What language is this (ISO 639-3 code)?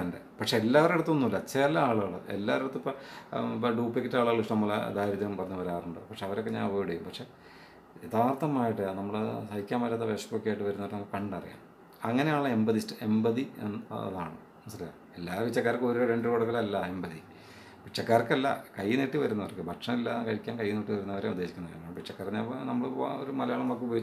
mal